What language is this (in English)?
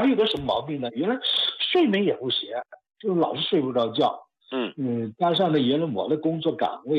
Chinese